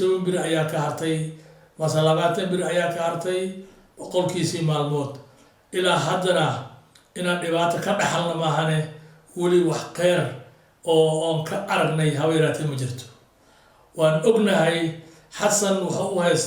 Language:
Somali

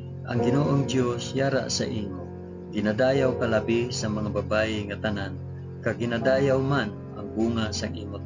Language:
Hiligaynon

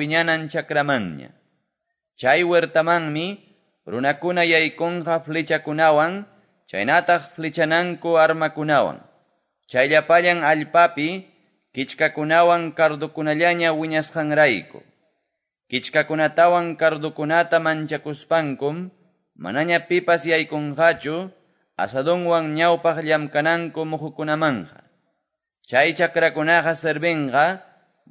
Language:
Quechua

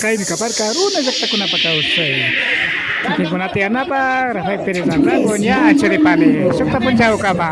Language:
Imbabura Highland Quichua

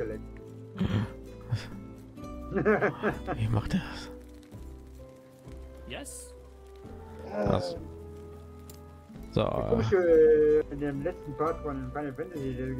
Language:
German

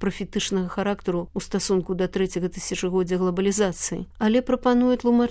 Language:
Belarusian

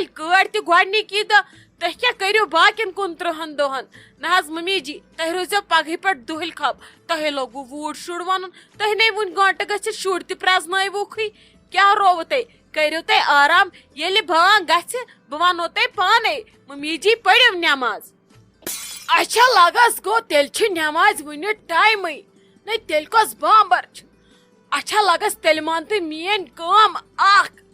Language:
Kashmiri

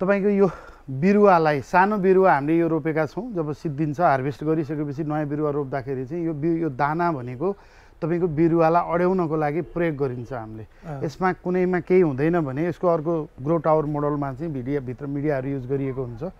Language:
Nepali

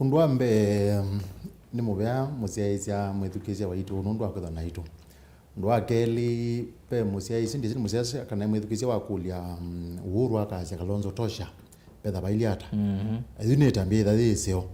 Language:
Kamba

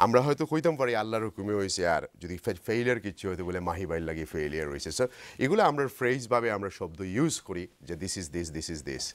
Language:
Bangla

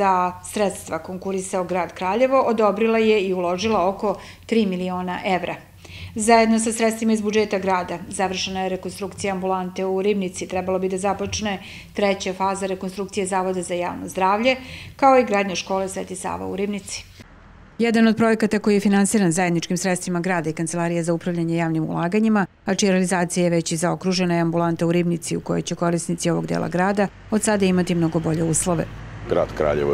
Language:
Serbian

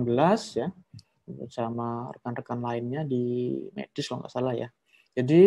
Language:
Indonesian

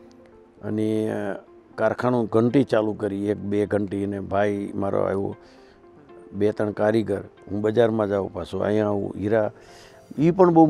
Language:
Gujarati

